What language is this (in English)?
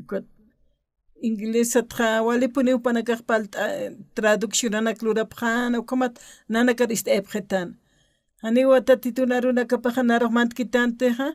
Aymara